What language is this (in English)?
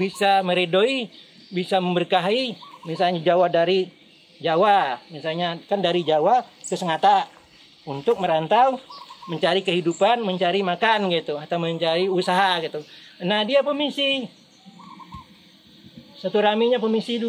Indonesian